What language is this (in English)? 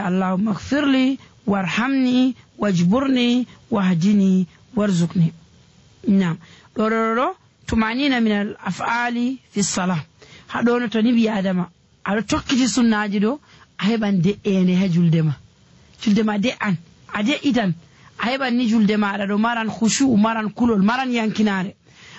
Nigerian Fulfulde